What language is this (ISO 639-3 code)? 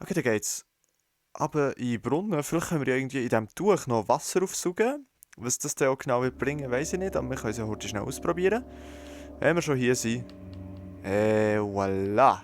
gsw